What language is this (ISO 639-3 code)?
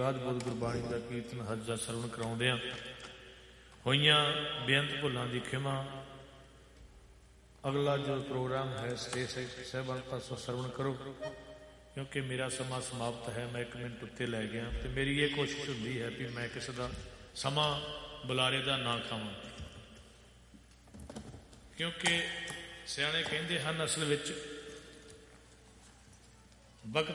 pan